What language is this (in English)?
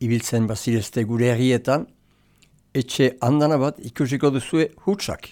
Basque